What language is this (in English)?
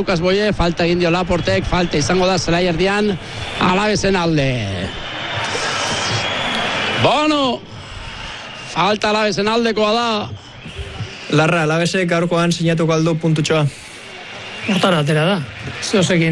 Basque